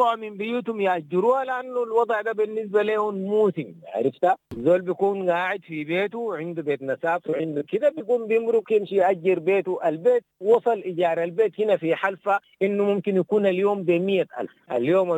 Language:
Sudanese Arabic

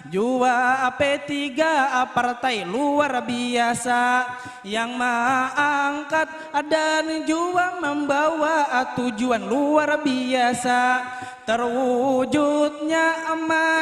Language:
Banjar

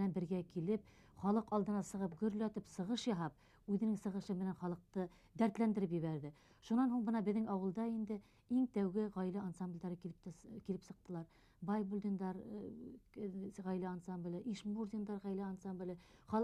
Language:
Bashkir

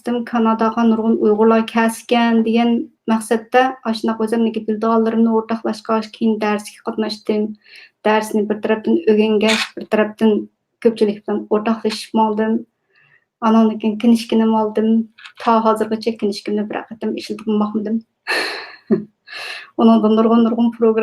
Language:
Uyghur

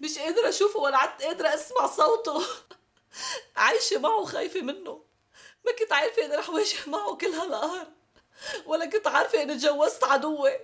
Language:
North Levantine Arabic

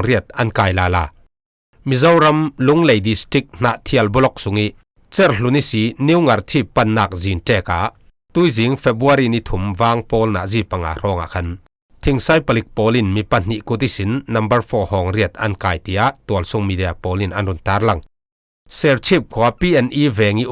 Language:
Falam Chin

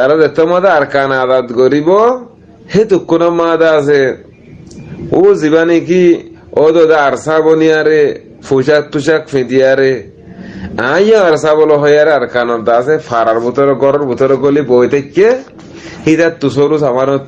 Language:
Rohingya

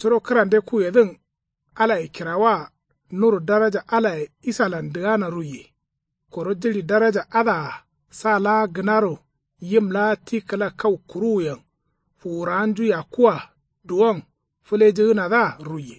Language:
Kanuri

